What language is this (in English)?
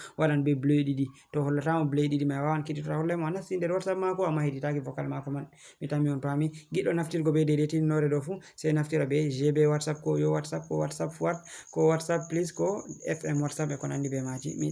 Fula